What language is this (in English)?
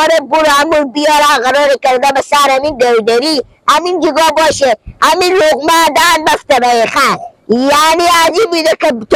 Persian